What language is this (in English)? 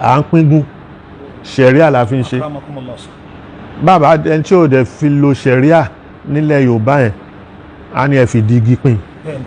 Yoruba